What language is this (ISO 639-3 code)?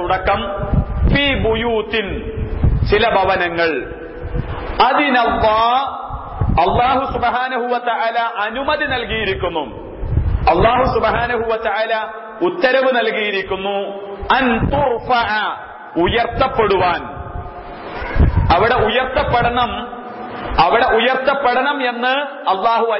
mal